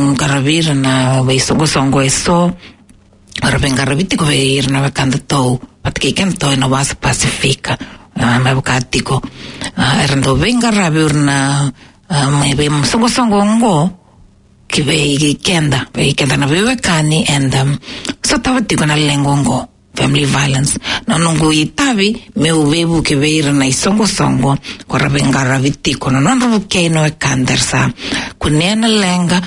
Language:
Fijian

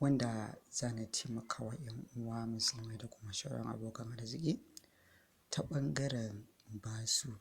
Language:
Hausa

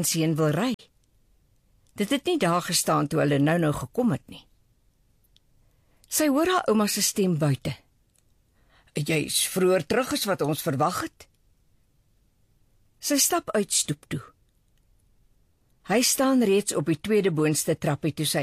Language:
Afrikaans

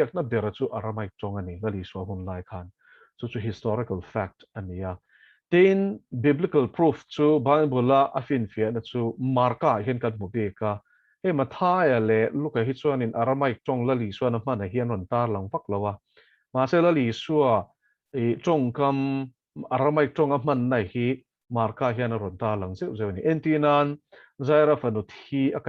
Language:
Mizo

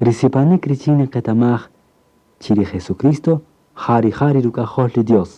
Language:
Kaqchikel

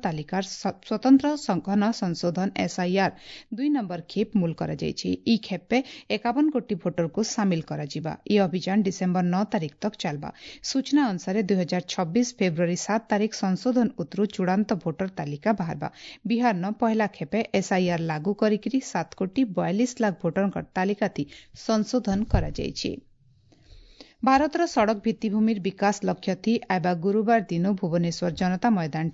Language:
Odia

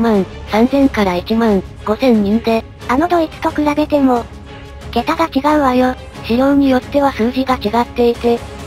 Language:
Japanese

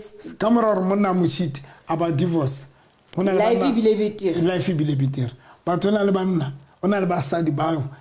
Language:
Southern Sotho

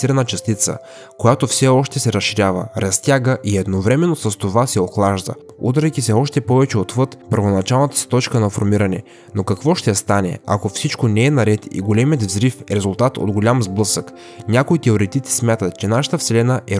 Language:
Bulgarian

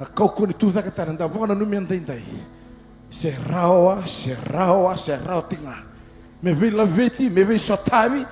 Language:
Fijian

